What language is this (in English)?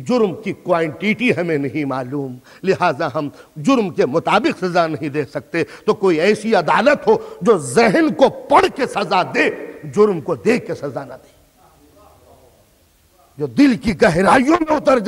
Urdu